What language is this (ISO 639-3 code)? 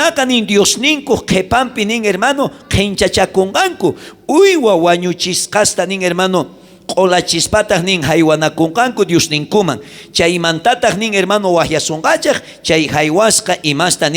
quh